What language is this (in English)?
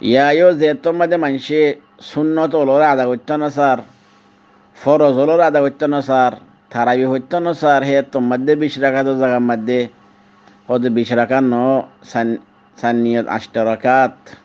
Rohingya